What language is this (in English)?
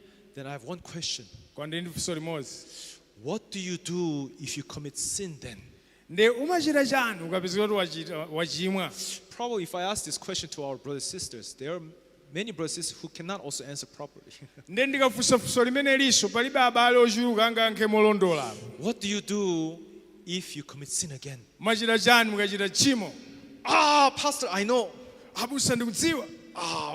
Nyanja